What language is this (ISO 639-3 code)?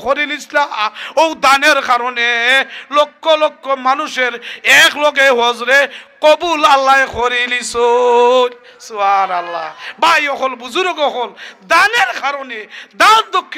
syl